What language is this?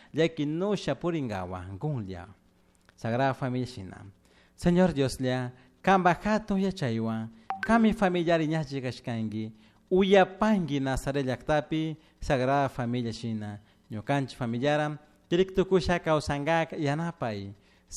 Chimborazo Highland Quichua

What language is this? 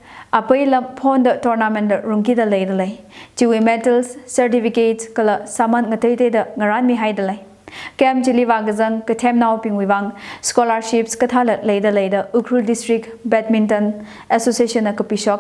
Tangkhul Naga (India)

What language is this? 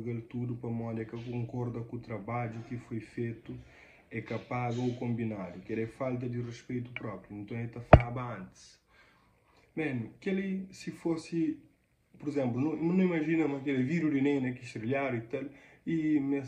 Kabuverdianu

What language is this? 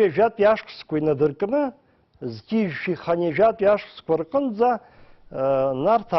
Abkhazian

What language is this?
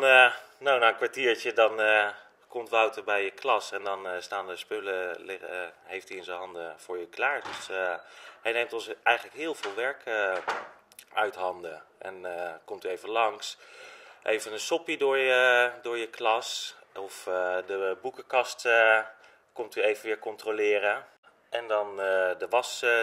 Dutch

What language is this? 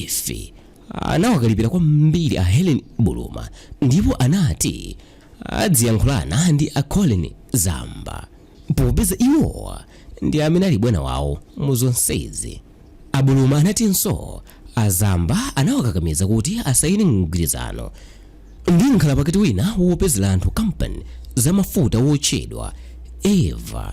Nyanja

